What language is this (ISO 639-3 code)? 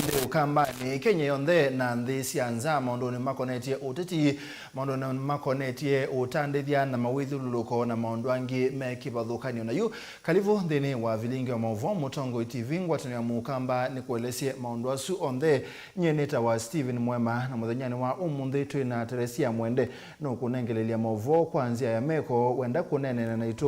kam